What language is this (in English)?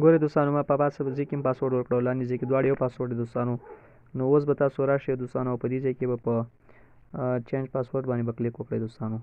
Pashto